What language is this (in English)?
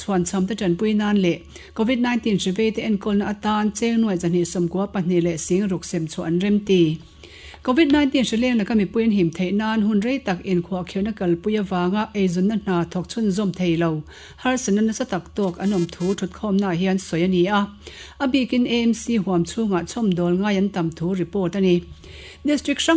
Mizo